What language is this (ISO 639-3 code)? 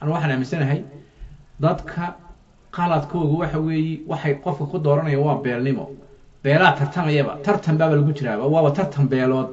som